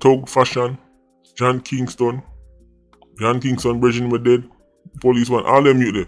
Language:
Jamaican Creole English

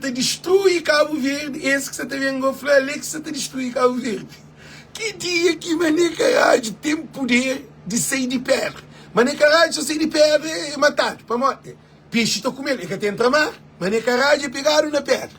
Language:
Kabuverdianu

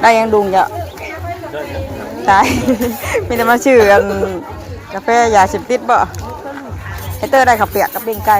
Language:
Northeastern Thai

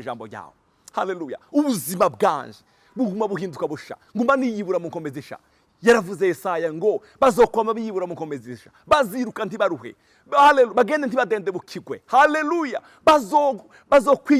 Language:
Rundi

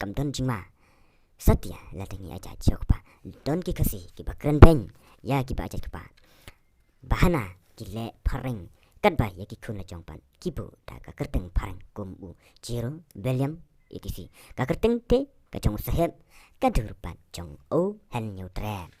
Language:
Khasi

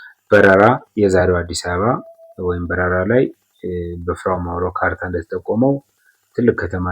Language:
Amharic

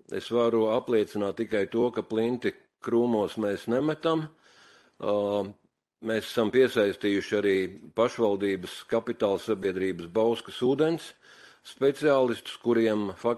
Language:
Latvian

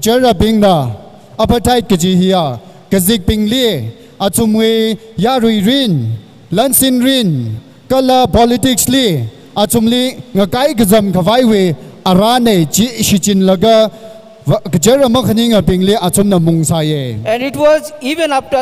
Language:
Tangkhul Naga (India)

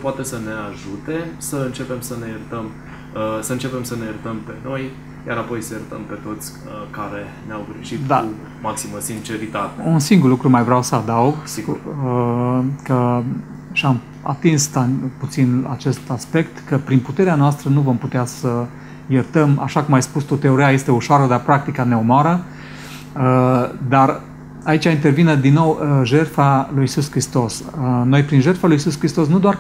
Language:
Romanian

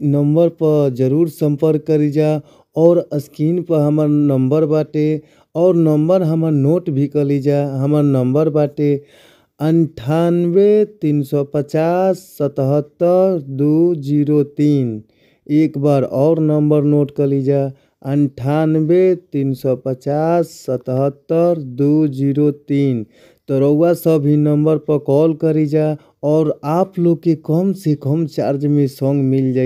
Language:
Bhojpuri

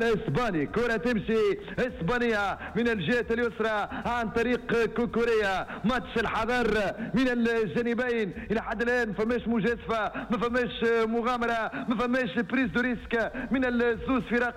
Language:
Tunisian Arabic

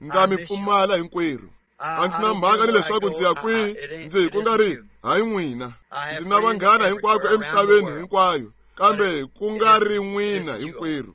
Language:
Tsonga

